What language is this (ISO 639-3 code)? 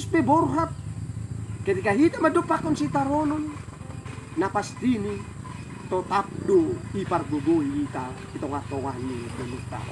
bts